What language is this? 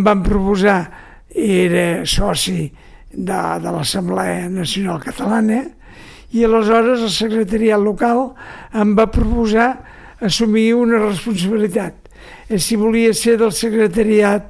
Catalan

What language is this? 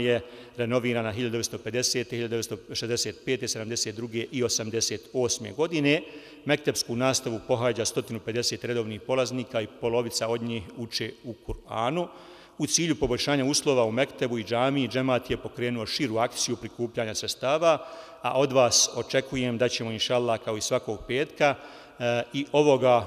Bosnian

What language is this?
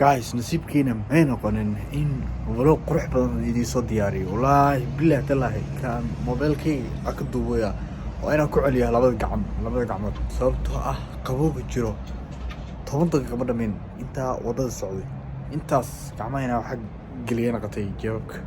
Somali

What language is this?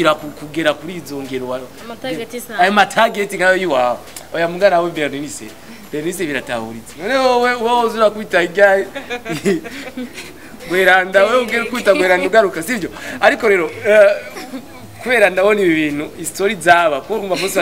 Rundi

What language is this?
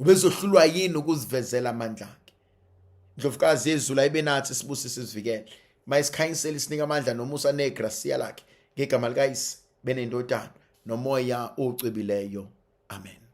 Zulu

